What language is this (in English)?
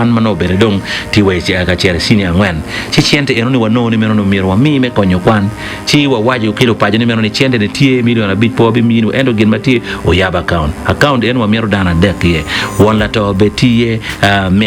Acoli